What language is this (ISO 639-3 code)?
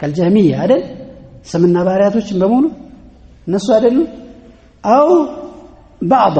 amh